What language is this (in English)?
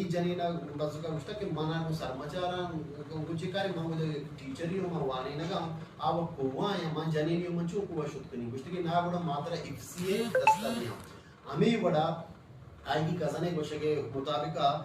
Baluchi